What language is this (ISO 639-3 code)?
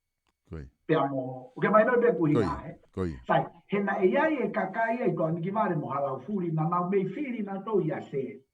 ton